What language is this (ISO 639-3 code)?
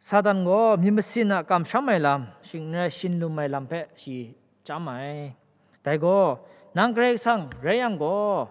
kac